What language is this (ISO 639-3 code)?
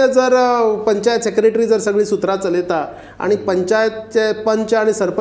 kok